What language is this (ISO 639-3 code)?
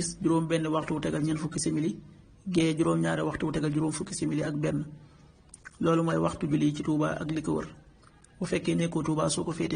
wol